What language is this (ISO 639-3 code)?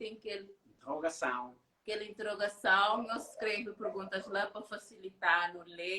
kea